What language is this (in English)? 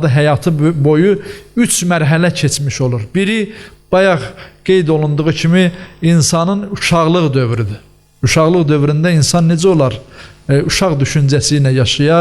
Azerbaijani